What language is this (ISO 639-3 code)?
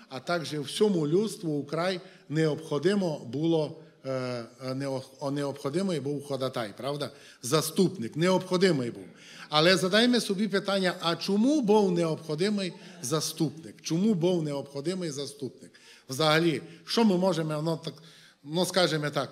ukr